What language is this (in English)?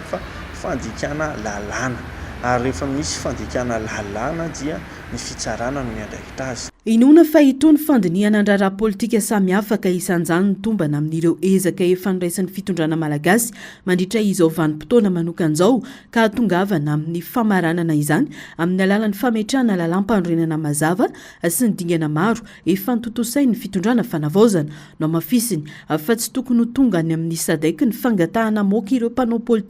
Malagasy